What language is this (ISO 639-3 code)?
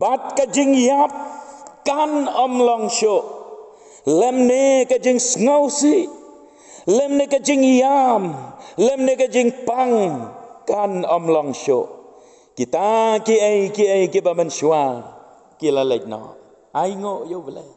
kha